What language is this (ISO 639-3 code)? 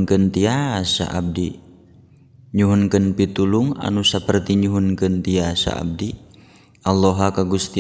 sun